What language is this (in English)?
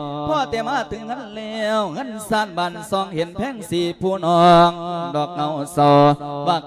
Lao